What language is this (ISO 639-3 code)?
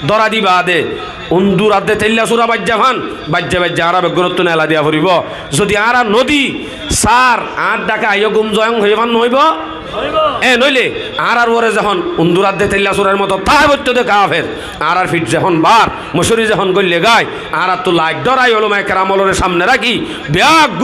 rhg